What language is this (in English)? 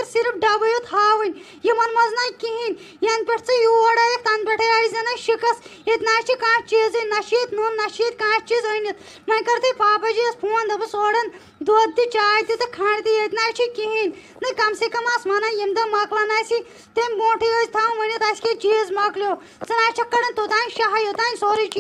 Kashmiri